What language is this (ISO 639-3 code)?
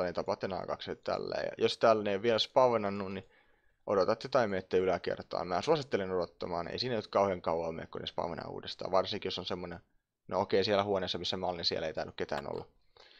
fin